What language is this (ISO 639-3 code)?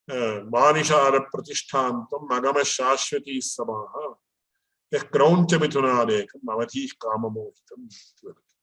san